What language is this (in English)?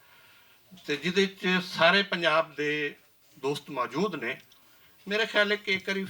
Western Panjabi